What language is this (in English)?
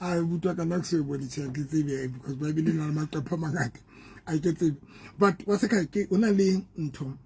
Southern Sotho